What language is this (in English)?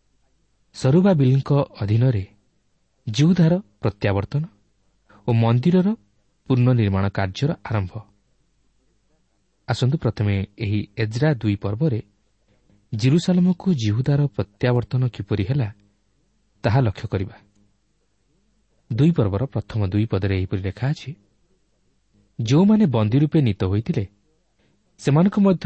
Odia